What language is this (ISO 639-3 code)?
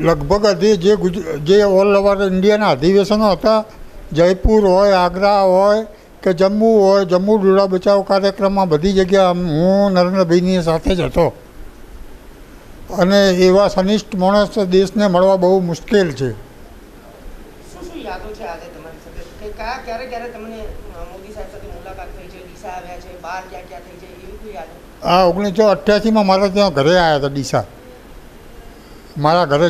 guj